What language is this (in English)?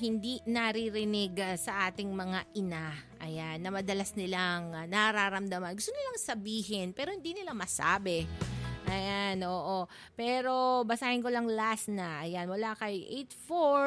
Filipino